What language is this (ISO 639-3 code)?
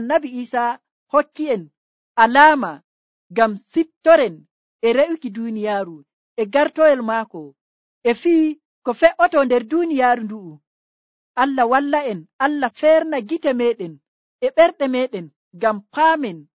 fuv